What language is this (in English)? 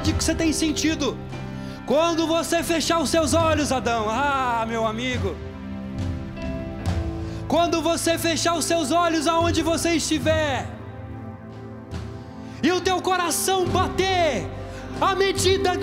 Portuguese